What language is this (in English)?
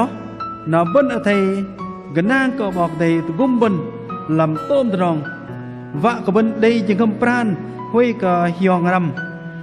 Bahnar